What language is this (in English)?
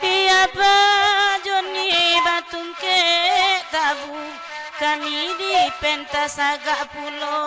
Minangkabau